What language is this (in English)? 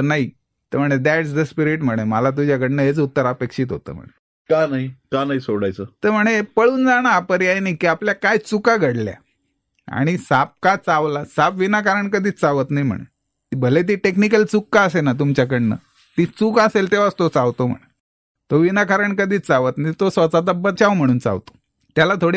Marathi